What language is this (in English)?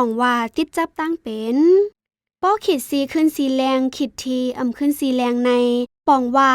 Shan